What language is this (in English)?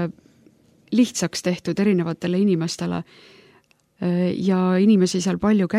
Estonian